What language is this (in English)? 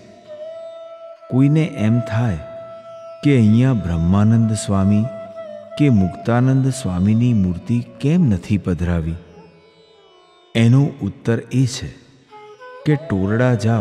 Gujarati